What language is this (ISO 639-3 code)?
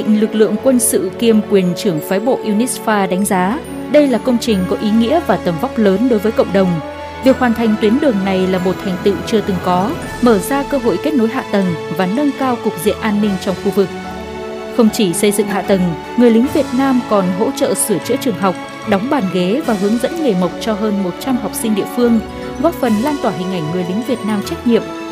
vie